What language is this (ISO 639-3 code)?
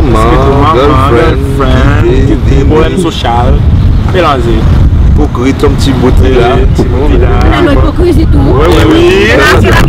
crs